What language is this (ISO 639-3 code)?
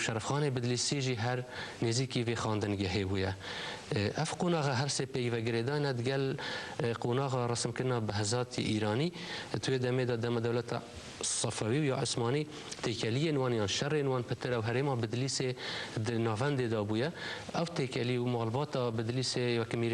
kur